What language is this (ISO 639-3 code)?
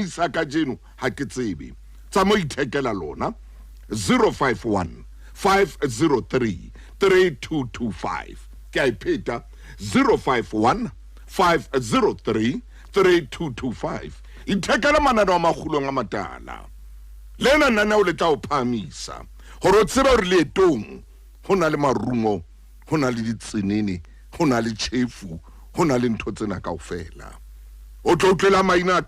sot